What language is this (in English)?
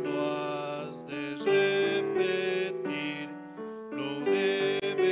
South Bolivian Quechua